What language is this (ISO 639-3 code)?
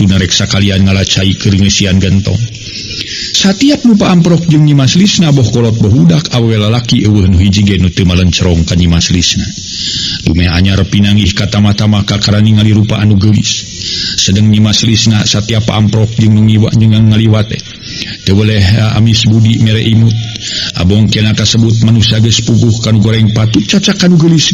sun